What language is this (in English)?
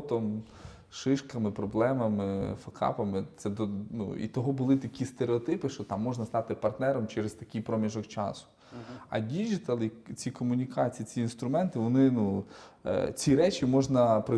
Ukrainian